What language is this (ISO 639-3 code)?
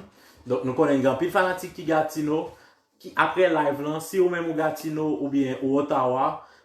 hat